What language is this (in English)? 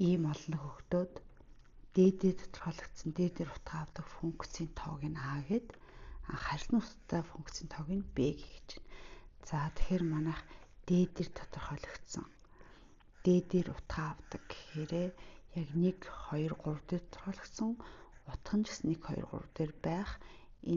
Mongolian